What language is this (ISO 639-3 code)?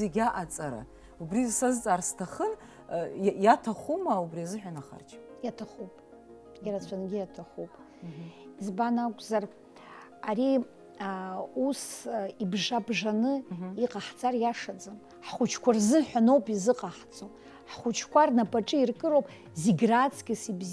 abk